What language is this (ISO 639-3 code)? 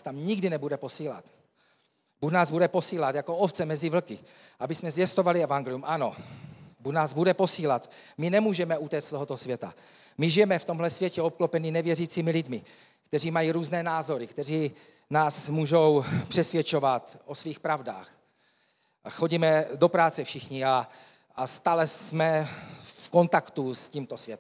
ces